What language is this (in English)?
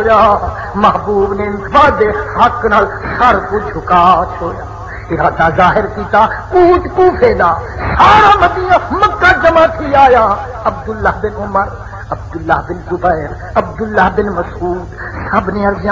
Saraiki